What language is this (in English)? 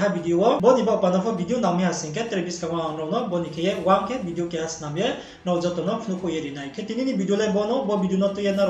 Riang (India)